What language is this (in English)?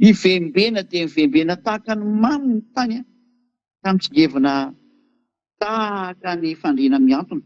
Malagasy